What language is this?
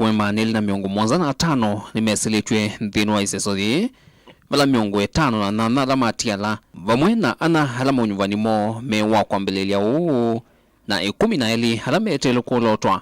Kamba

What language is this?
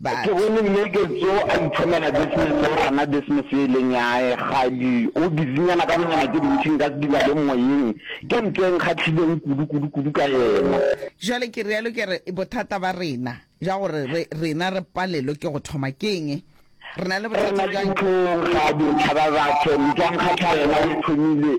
Northern Sotho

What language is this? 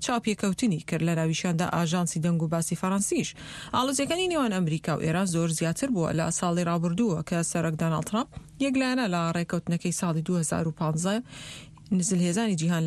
Central Kurdish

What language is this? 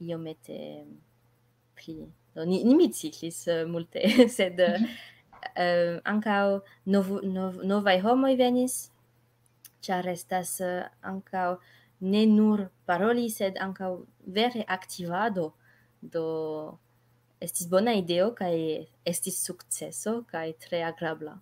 Esperanto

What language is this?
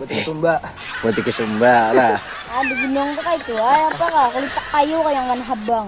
Banjar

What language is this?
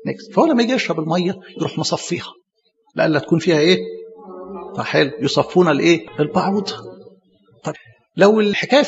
Egyptian Arabic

